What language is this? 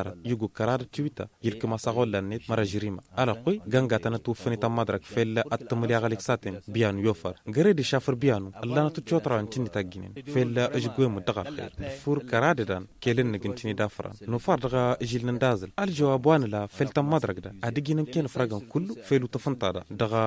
Tamasheq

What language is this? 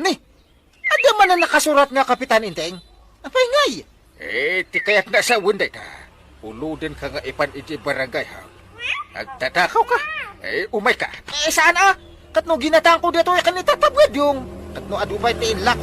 Iloko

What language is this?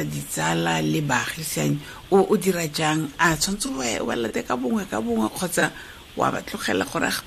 Tswana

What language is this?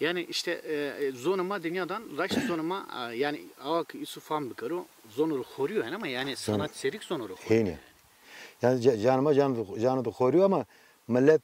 Zaza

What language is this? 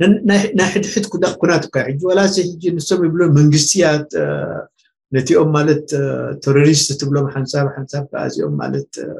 Tigrinya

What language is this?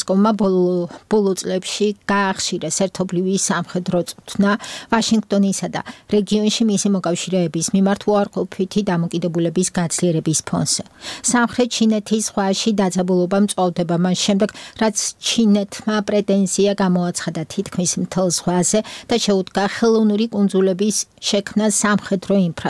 Georgian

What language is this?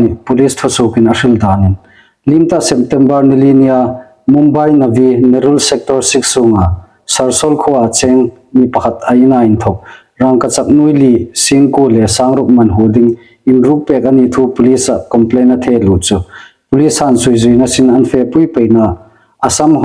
Hmar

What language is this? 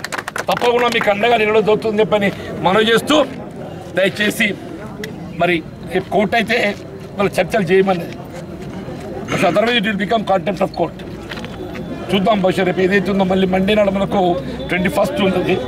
Telugu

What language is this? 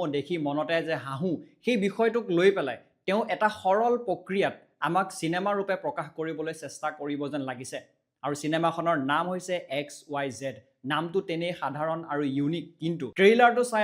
Assamese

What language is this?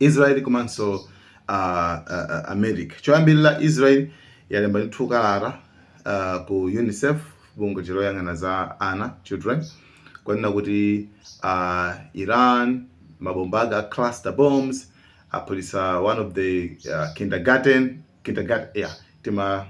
Nyanja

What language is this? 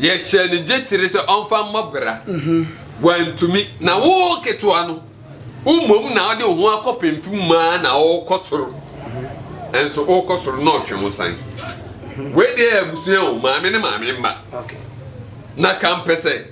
Akan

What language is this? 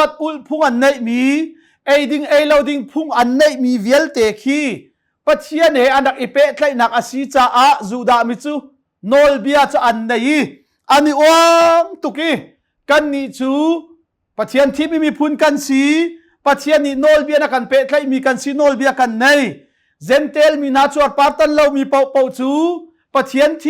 Hakha Chin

